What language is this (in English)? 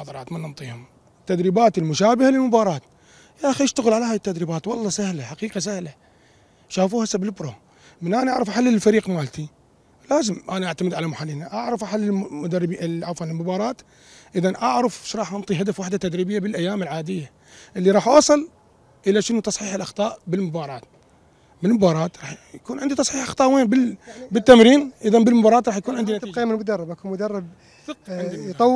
Mesopotamian Arabic